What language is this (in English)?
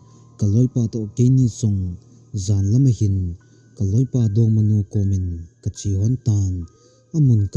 Thado Chin